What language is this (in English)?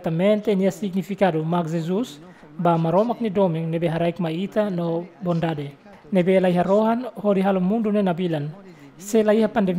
Tetum